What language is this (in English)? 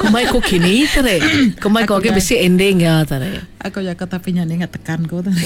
Iban